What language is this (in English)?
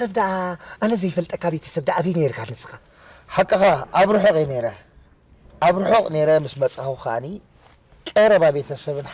Tigrinya